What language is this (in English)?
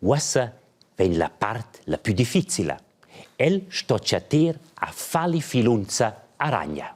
Romansh